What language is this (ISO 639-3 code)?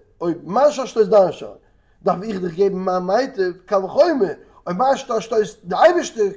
yid